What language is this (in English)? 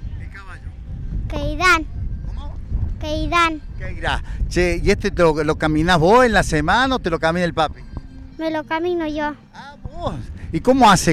Spanish